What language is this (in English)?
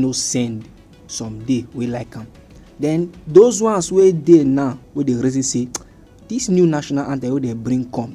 Nigerian Pidgin